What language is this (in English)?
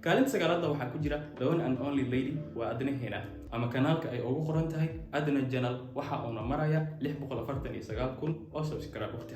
Somali